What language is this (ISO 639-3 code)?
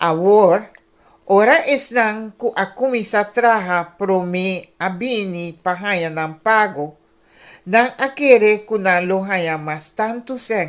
pap